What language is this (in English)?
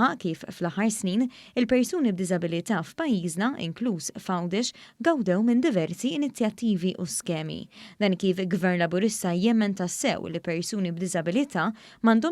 Maltese